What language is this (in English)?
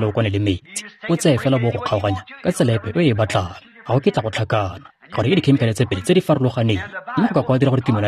Tswana